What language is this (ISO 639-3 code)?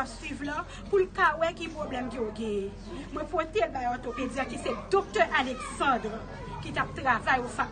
hat